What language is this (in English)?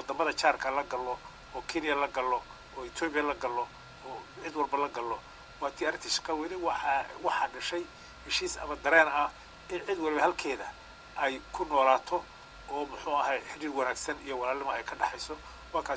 Somali